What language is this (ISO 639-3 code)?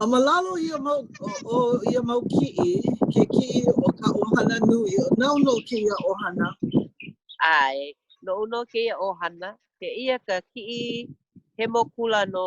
haw